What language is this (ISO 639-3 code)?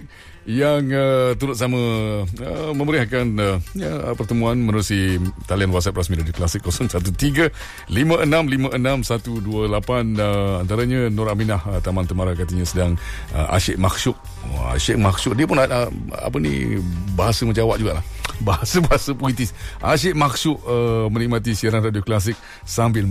msa